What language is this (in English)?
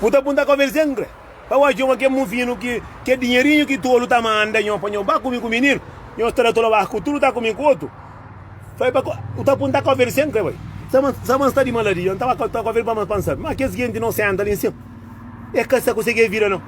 Kabuverdianu